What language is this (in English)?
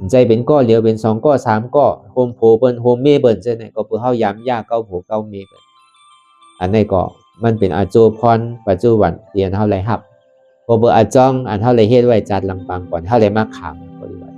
Shan